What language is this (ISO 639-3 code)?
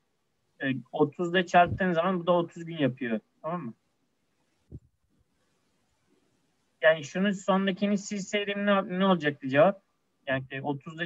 tur